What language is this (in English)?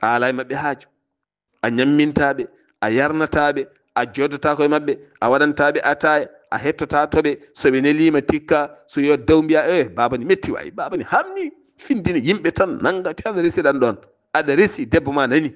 Fula